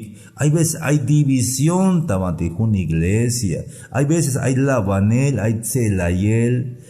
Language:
Tzeltal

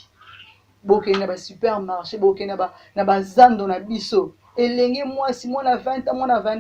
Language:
Lingala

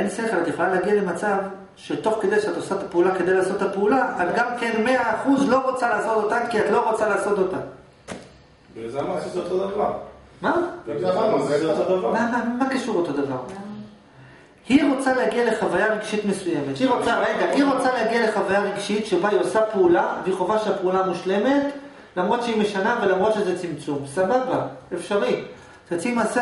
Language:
Hebrew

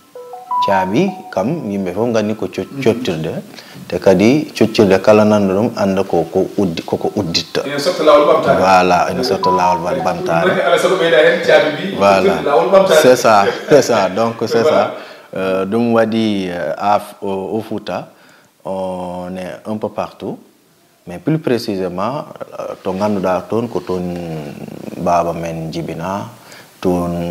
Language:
Fula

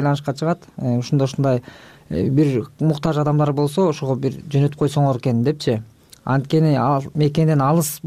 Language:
Kyrgyz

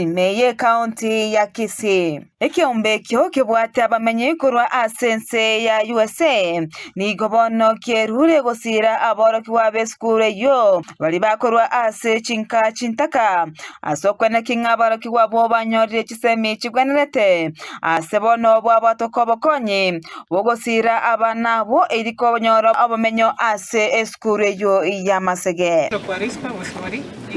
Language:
Gusii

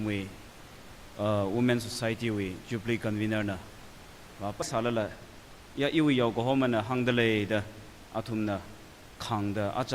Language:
Tangkhul Naga (India)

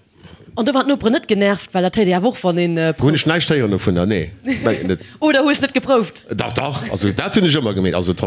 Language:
Luxembourgish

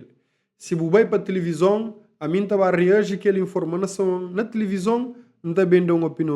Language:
Kabuverdianu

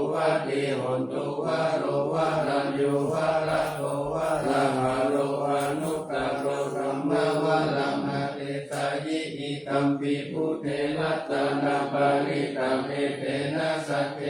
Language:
Pali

